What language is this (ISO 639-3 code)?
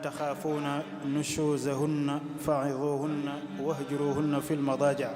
wol